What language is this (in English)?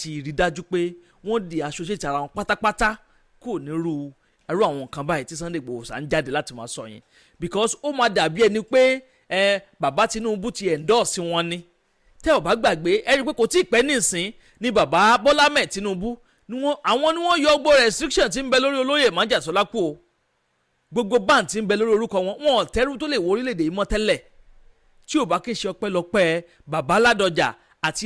Yoruba